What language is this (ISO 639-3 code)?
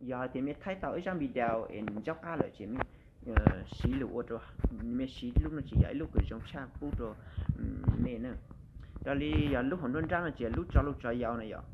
hmn